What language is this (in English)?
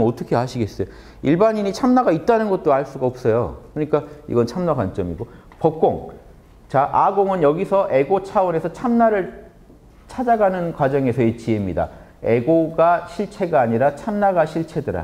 Korean